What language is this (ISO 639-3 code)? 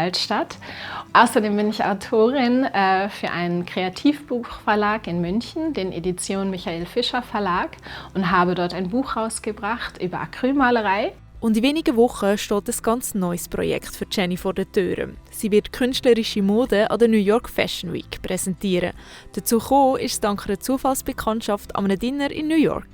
gsw